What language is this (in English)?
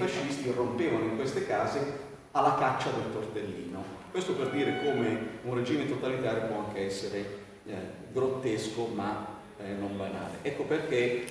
Italian